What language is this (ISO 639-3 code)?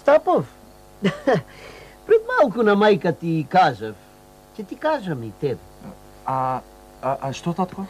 mkd